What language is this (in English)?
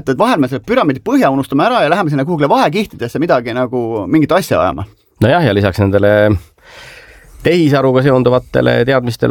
Estonian